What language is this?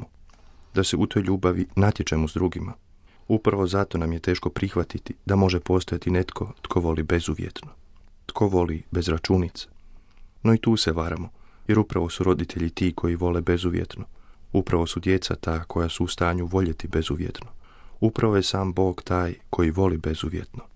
Croatian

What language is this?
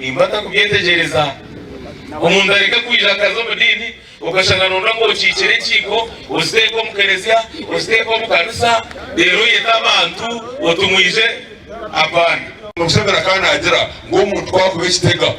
Nyankole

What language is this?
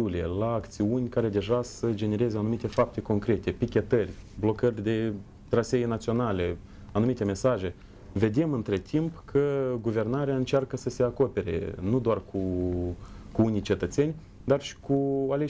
Romanian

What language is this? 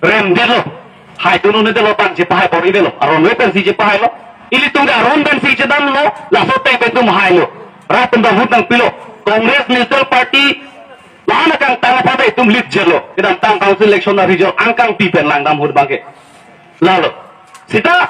Karbi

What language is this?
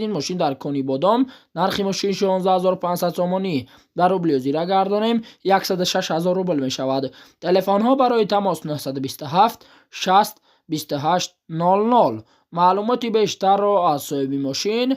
Tajik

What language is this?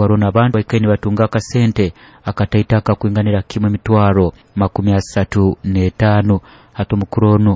Nyoro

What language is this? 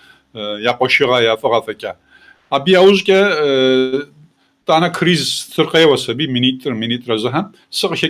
Kabardian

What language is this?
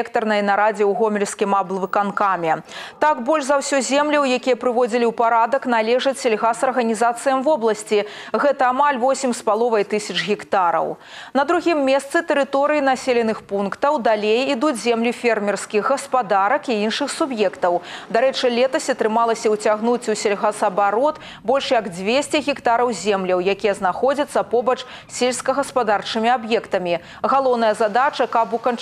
Belarusian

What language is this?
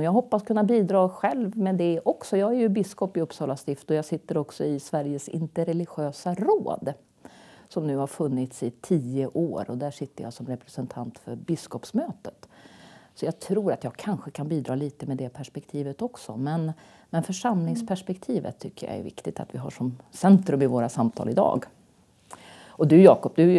Swedish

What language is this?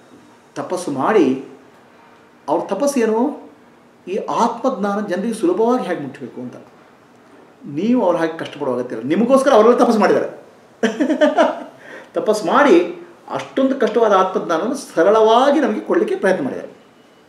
Kannada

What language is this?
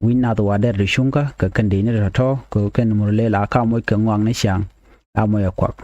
Nuer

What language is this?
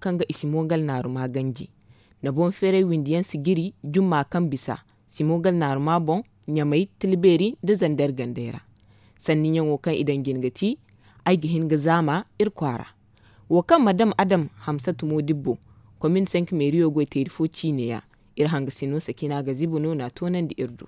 Zarma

